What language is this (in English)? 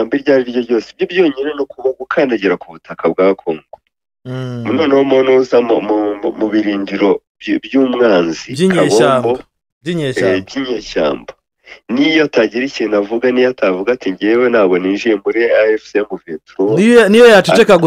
Kinyarwanda